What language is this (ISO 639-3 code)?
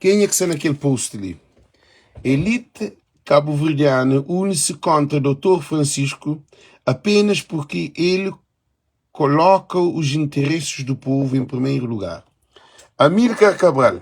kea